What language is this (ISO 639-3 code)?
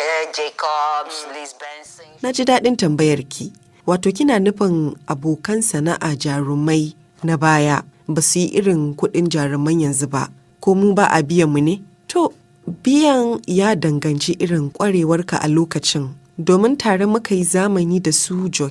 hau